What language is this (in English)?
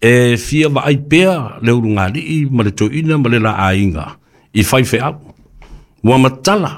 Samoan